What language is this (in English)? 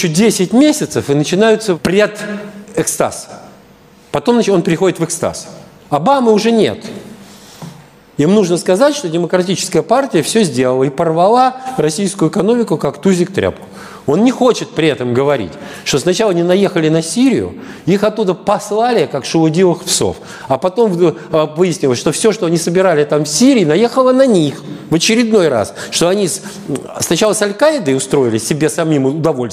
Russian